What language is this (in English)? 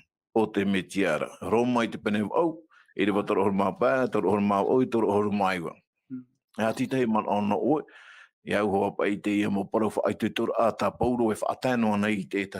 Tahitian